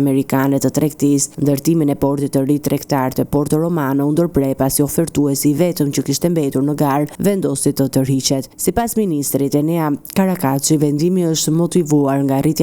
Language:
Albanian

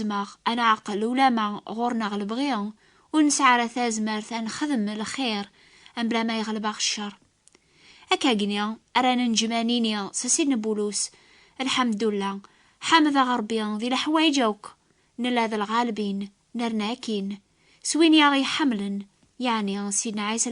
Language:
Kabyle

